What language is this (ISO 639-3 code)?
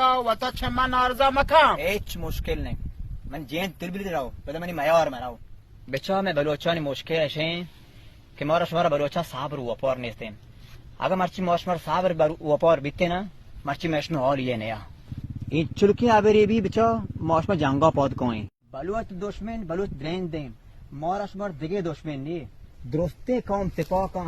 bal